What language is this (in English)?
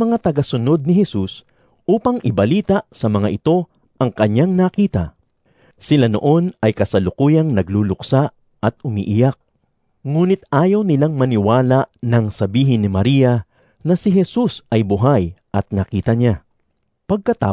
Filipino